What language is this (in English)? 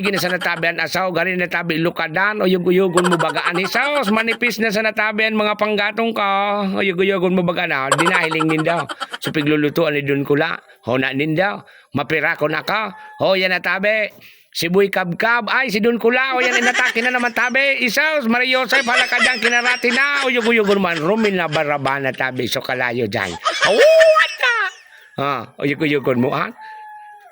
Bikol